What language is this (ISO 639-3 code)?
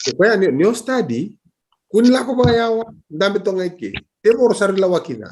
fij